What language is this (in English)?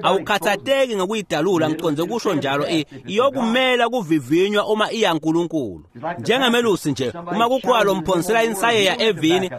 Swati